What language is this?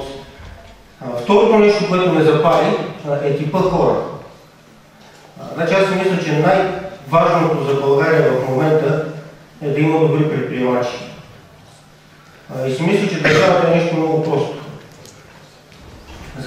Bulgarian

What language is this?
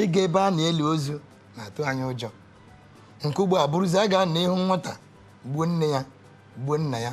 Igbo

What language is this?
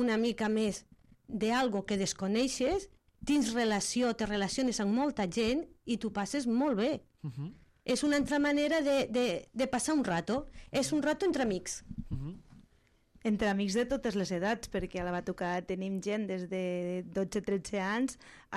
Catalan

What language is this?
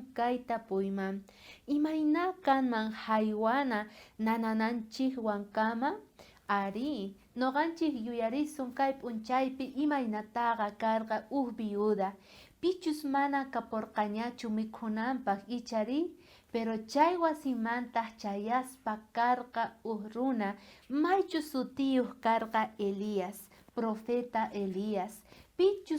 South Bolivian Quechua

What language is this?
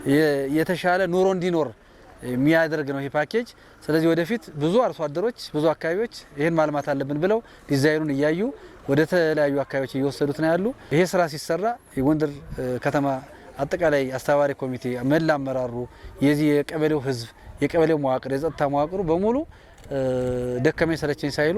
Amharic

